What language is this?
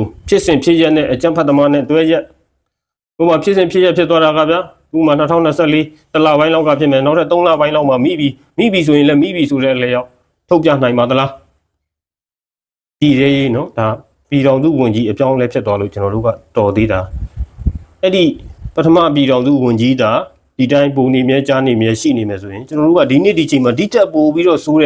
Burmese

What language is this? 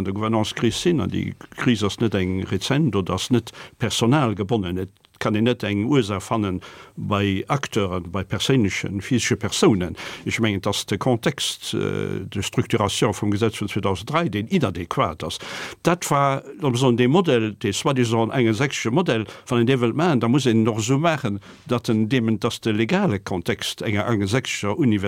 Luxembourgish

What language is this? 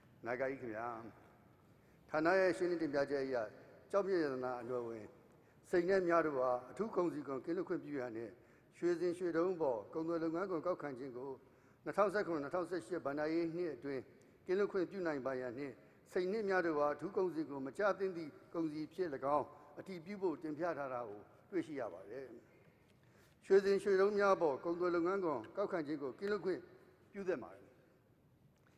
Burmese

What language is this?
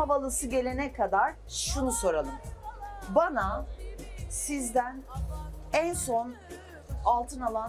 Turkish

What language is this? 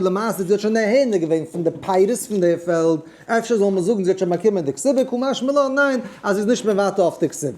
Yiddish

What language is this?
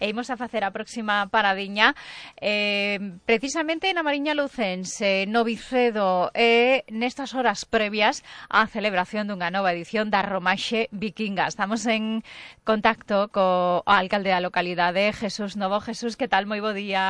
Galician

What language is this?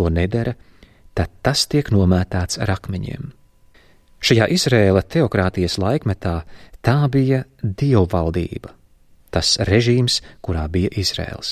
Latvian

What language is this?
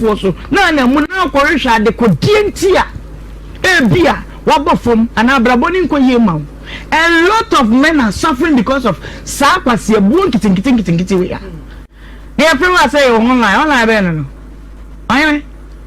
Akan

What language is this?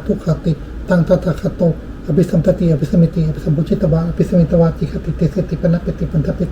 Pali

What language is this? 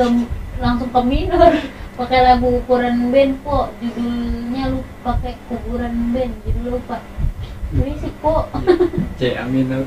Betawi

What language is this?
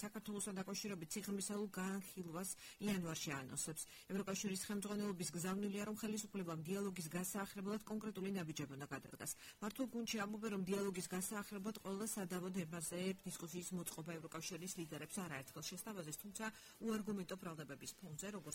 Georgian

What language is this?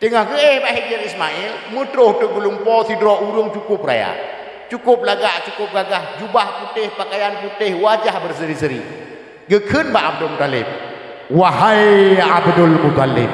Achinese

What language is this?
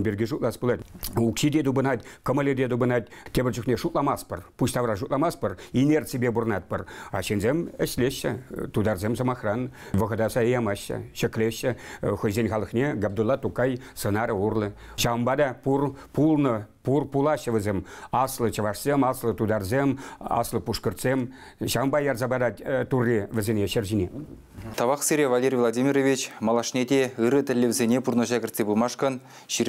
Chuvash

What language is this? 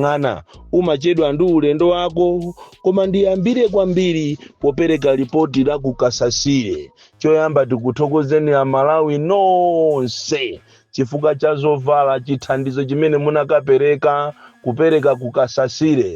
Nyanja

